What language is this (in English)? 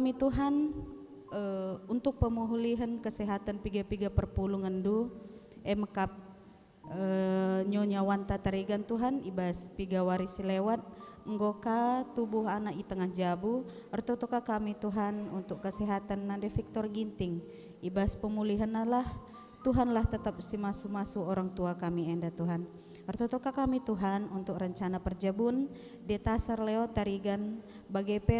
Batak Karo